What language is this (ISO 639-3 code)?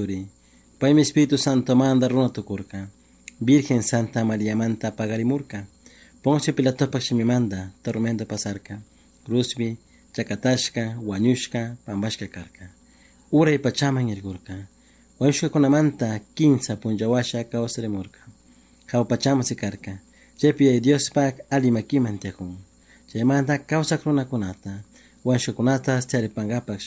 qug